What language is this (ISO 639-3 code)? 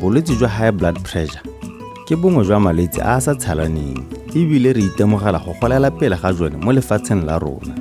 tsn